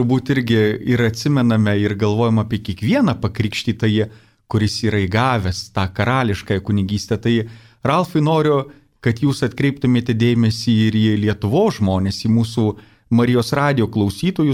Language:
Lithuanian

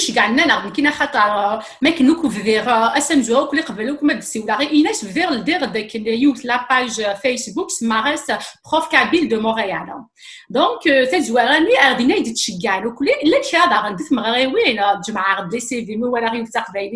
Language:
Kabyle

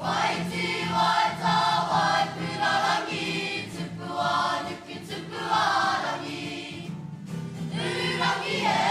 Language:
Māori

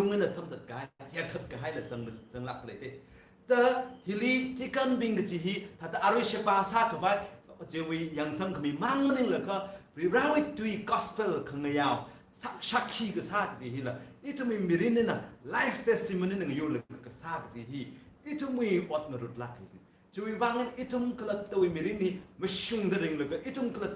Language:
Tangkhul Naga (India)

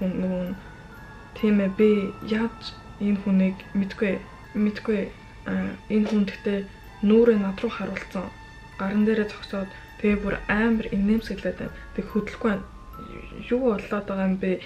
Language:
Mongolian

